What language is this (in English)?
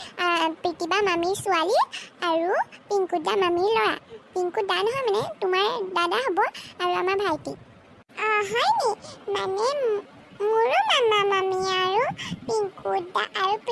Assamese